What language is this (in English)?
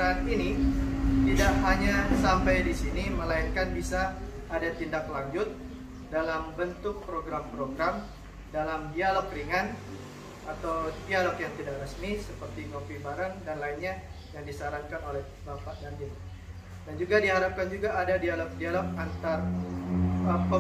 Indonesian